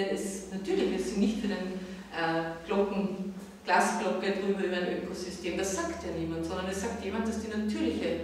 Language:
German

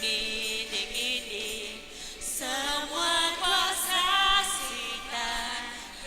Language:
Iban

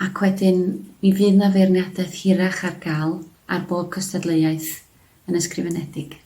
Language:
Welsh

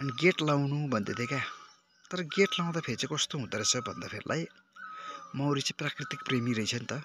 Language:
Nepali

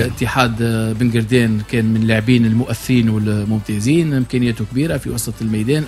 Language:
Tunisian Arabic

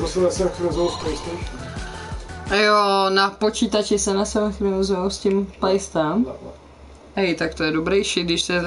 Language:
Czech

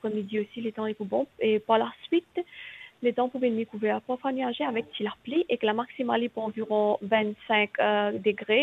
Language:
Morisyen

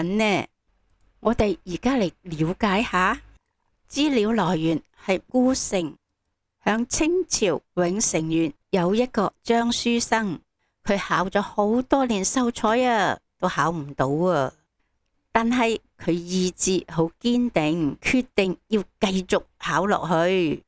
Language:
Cantonese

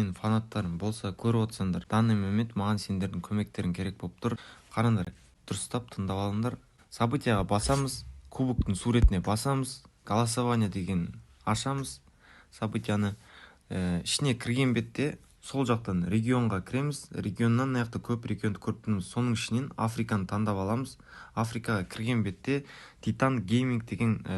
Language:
Kara-Kalpak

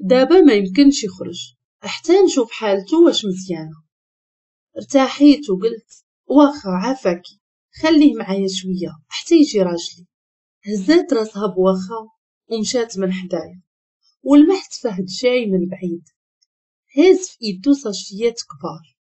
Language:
Moroccan Arabic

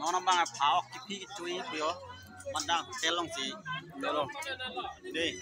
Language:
Karbi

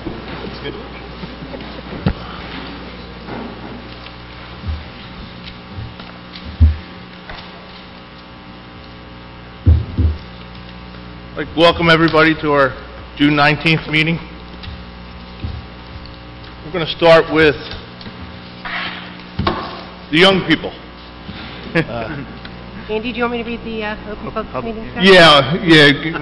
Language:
English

